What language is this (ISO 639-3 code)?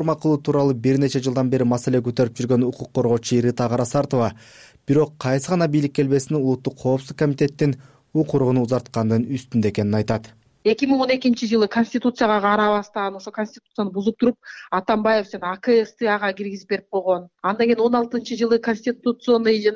kir